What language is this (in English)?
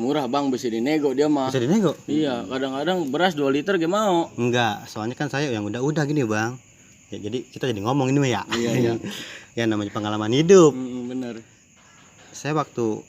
Betawi